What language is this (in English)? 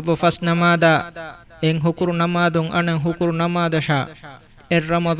Divehi